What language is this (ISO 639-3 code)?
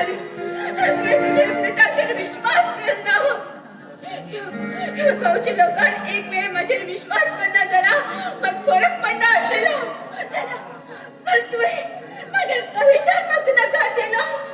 kok